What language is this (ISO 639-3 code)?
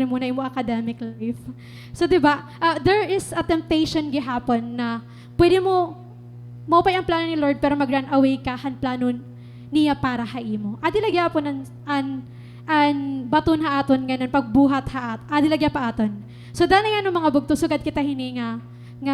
war